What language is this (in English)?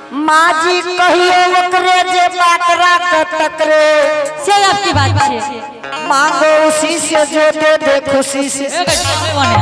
Angika